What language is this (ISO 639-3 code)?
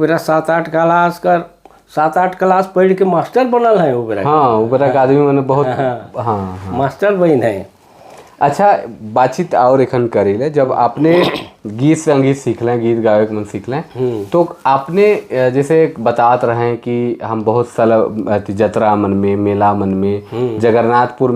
sck